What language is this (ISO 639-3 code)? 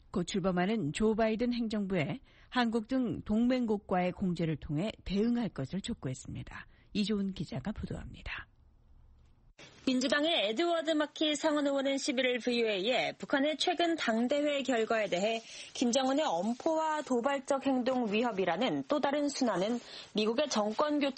kor